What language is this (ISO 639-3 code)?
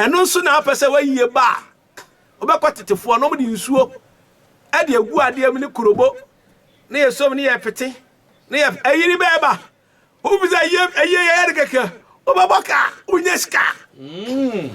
aka